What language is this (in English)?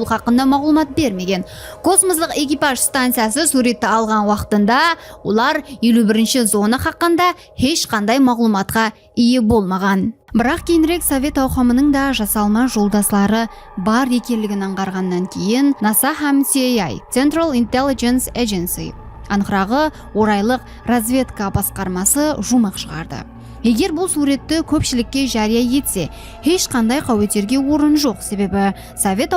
Kara-Kalpak